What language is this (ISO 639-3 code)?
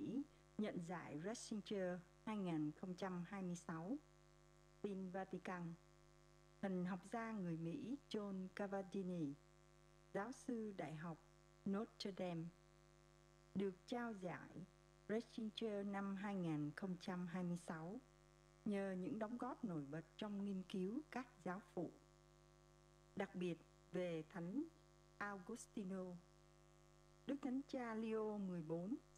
vie